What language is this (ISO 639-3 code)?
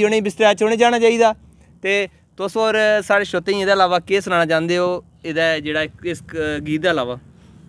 doi